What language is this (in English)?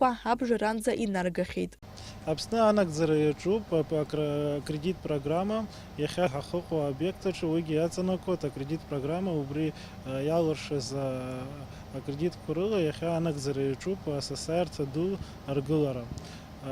Abkhazian